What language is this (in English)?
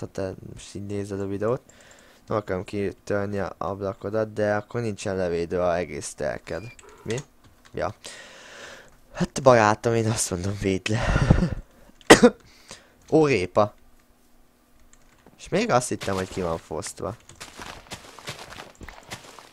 Hungarian